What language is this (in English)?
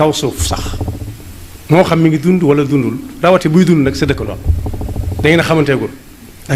Wolof